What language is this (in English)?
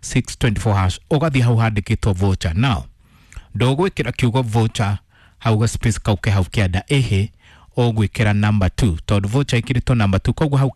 Kikuyu